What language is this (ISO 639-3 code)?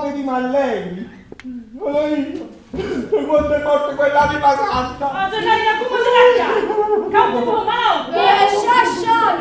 nap